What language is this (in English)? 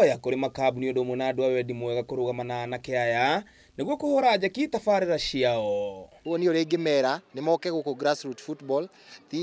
Kikuyu